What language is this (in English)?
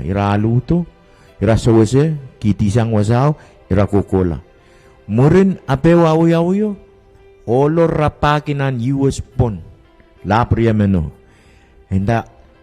Pohnpeian